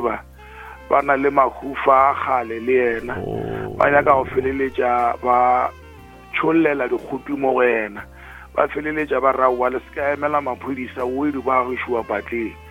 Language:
Northern Sotho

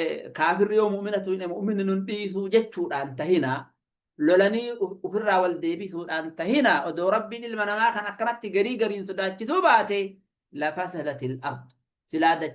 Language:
Oromo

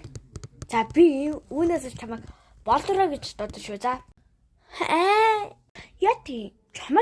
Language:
Mongolian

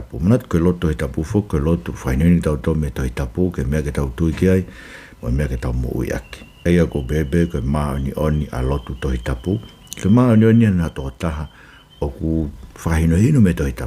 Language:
Tongan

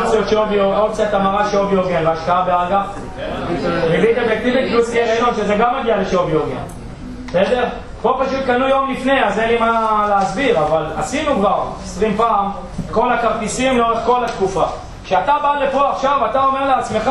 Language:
Hebrew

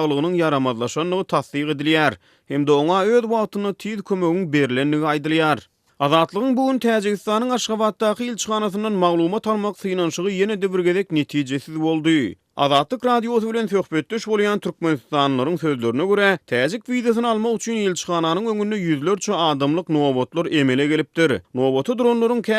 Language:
Turkmen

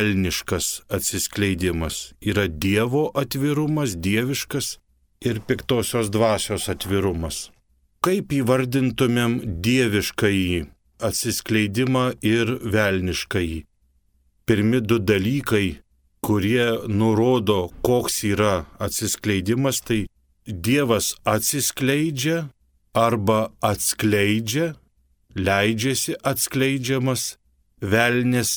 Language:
Lithuanian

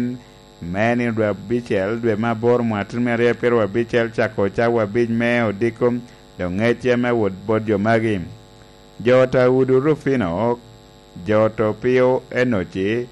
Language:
Lango (Uganda)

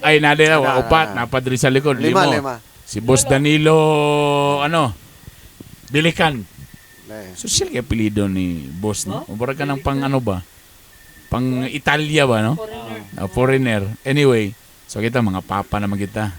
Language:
Cebuano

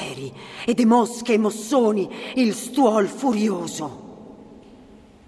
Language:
Italian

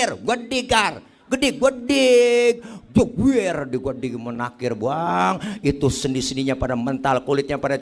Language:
Betawi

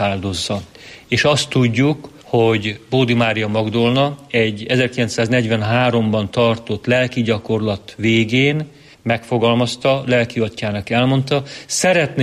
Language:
Hungarian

